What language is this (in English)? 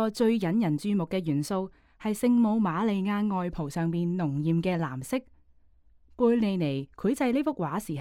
Cantonese